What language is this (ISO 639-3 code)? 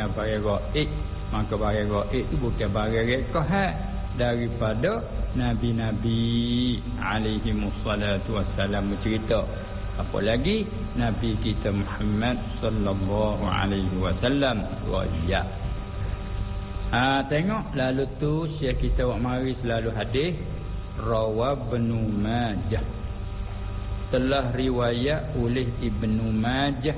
msa